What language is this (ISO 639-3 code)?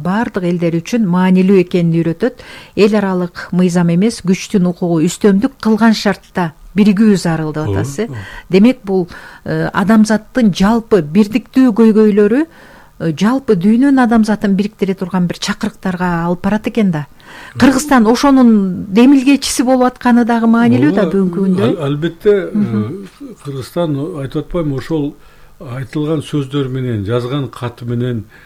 kir